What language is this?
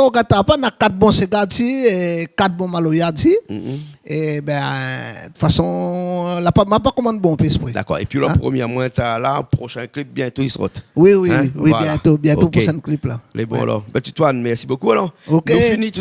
Réunion Creole French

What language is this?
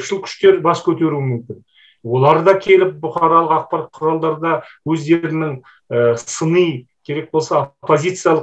Kazakh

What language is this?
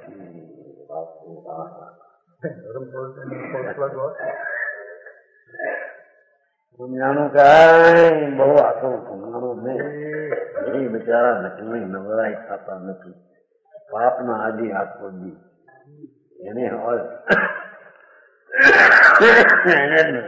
Gujarati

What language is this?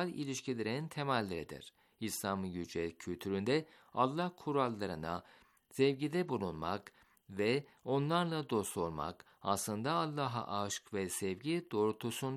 Turkish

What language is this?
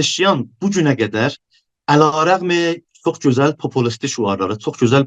South Azerbaijani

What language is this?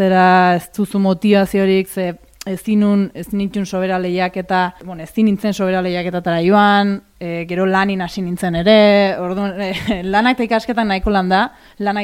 Basque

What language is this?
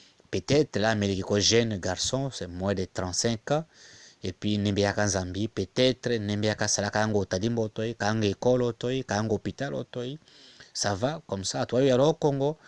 Tetela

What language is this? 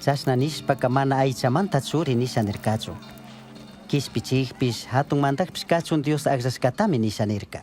Chimborazo Highland Quichua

